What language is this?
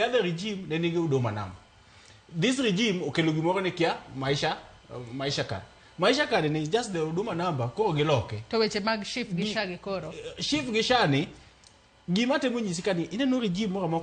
Luo (Kenya and Tanzania)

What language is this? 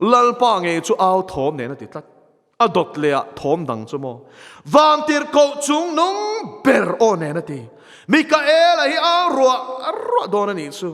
Mizo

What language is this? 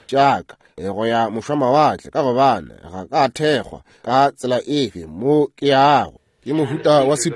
Northern Sotho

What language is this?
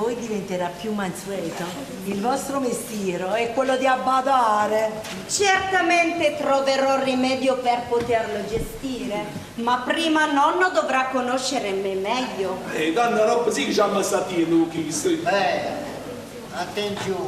Neapolitan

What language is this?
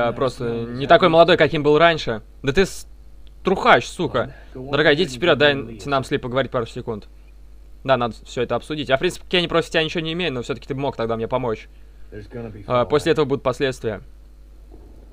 Russian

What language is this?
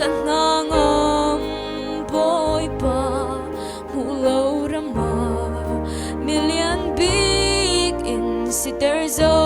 Falam Chin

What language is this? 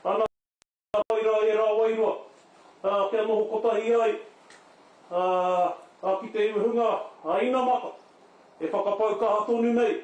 Māori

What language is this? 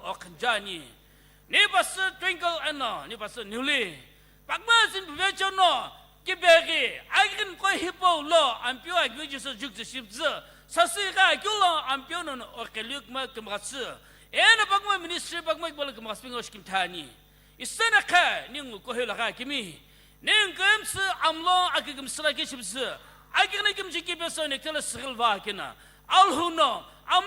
Sumi Naga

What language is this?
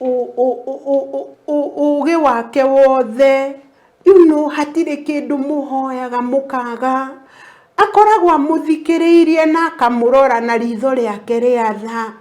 Kikuyu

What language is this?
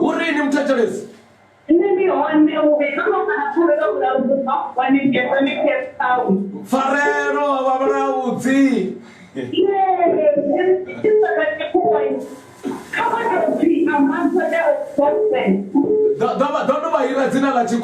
Venda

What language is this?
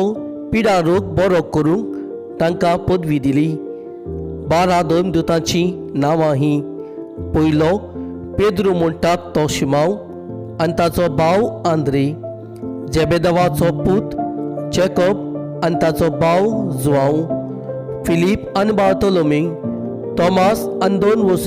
Konkani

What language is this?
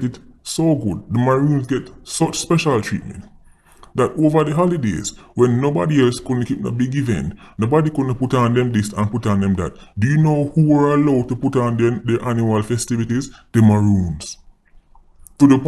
Jamaican Creole English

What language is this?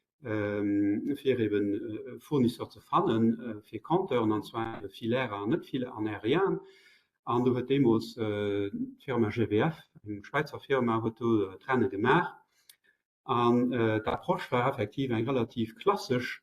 Luxembourgish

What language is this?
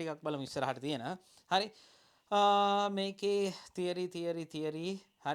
Sinhala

